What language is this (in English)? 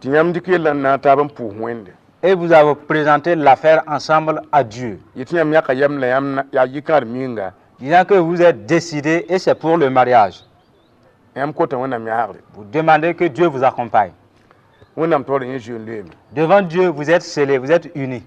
Mossi